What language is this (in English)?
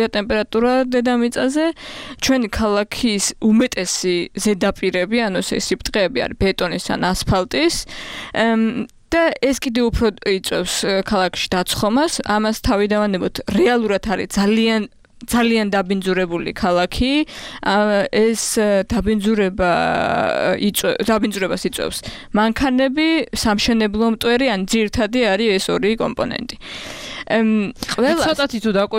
Georgian